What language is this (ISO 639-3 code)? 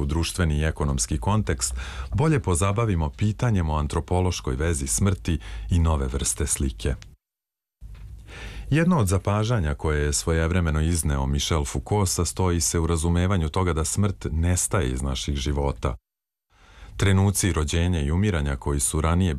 srp